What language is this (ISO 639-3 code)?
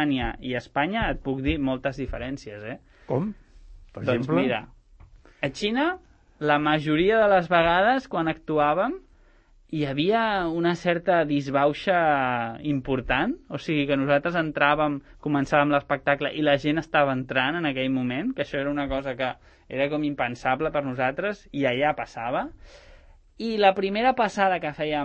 cat